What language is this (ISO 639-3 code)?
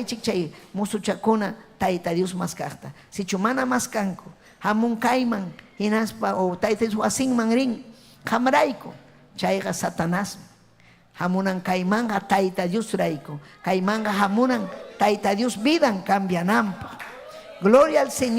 quy